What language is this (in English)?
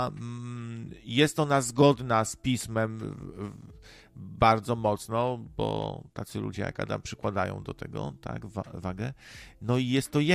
Polish